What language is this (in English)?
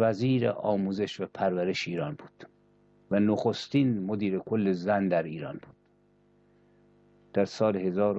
Persian